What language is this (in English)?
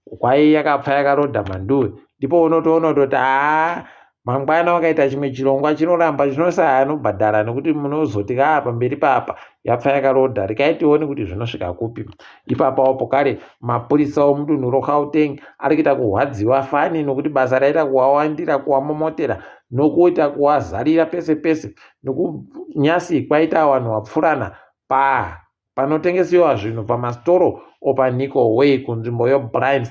Ndau